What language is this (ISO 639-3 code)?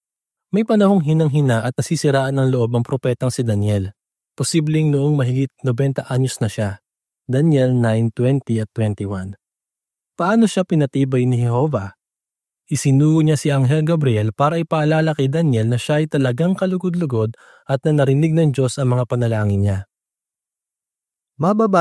fil